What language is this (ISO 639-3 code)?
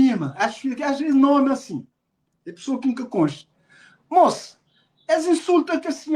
kea